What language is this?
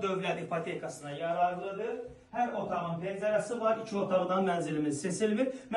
Azerbaijani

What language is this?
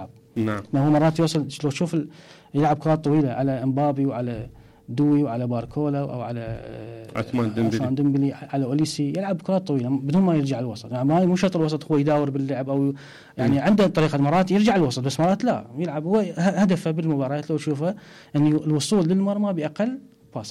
Mesopotamian Arabic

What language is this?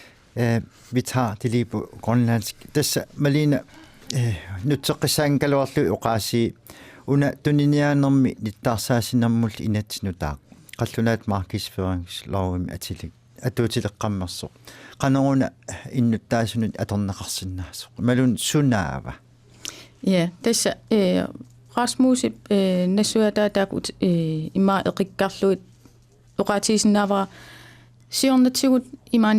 Kalaallisut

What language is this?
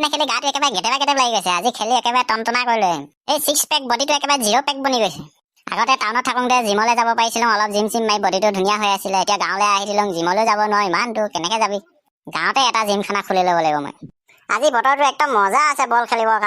Assamese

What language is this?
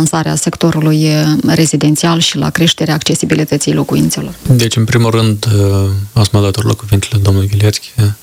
Romanian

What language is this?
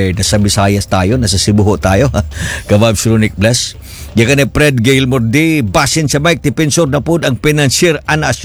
Filipino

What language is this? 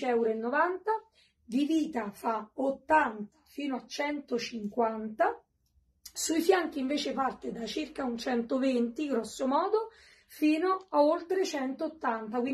Italian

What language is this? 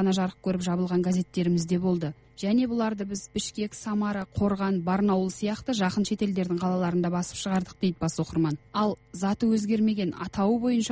Kazakh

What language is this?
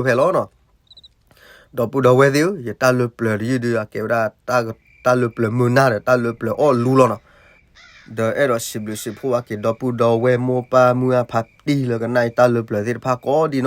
S'gaw Karen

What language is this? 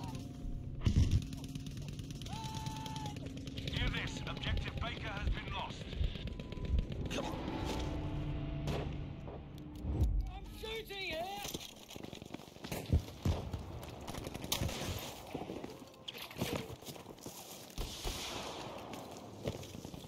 English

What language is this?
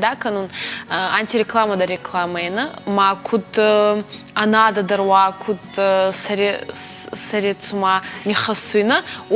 Ossetic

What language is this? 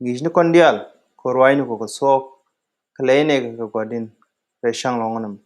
Nuer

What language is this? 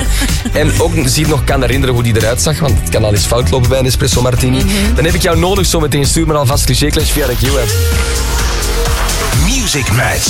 Dutch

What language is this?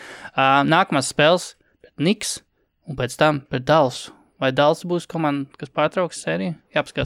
Latvian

